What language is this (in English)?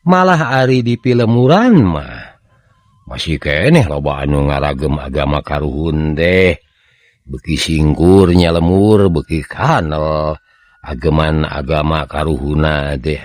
Sundanese